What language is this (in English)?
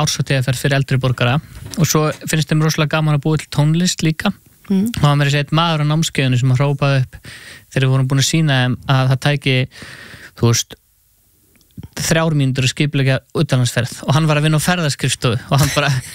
Icelandic